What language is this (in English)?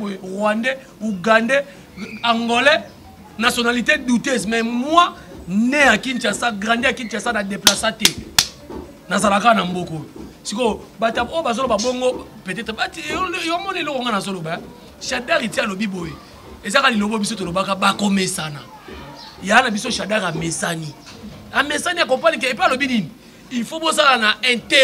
Lingala